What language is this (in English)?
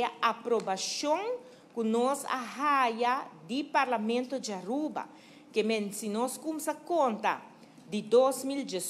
Papiamento